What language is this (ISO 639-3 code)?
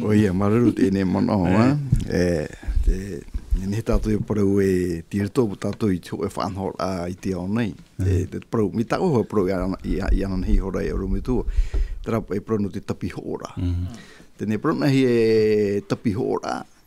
tah